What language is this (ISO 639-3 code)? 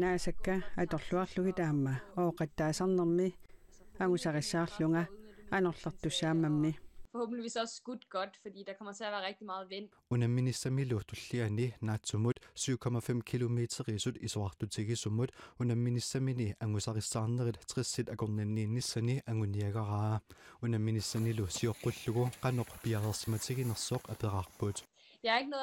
kal